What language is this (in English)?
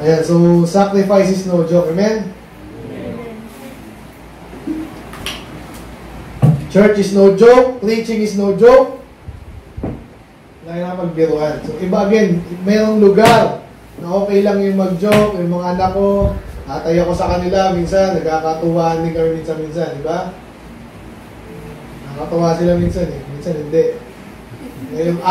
Filipino